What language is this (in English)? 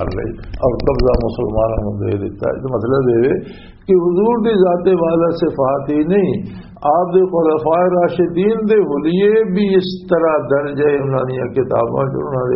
Western Panjabi